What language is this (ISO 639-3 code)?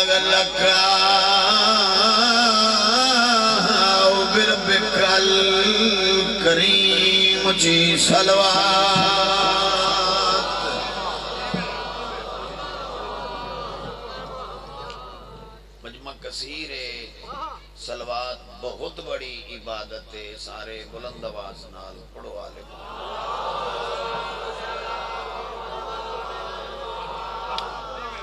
urd